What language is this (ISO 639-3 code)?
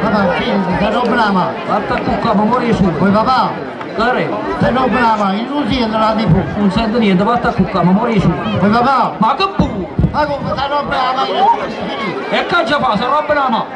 nap